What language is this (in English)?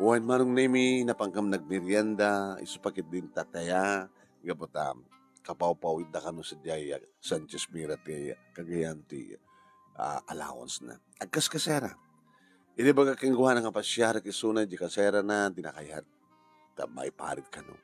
Iloko